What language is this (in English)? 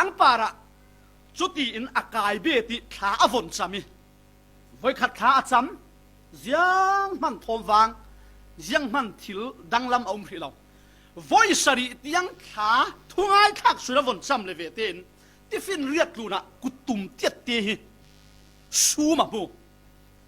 Falam Chin